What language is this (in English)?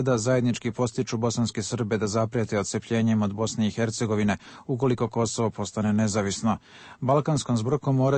Serbian